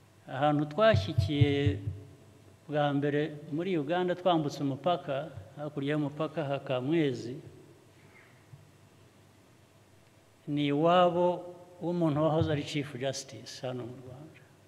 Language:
Kinyarwanda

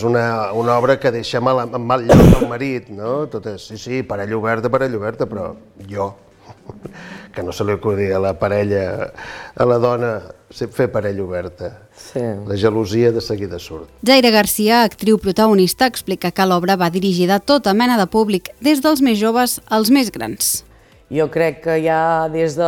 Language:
Catalan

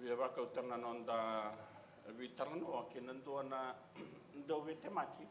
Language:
Fijian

